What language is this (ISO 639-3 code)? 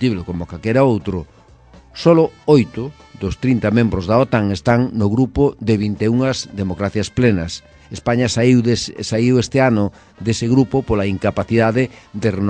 glg